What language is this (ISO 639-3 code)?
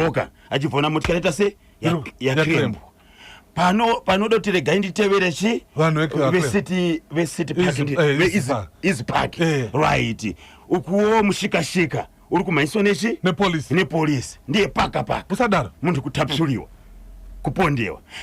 sna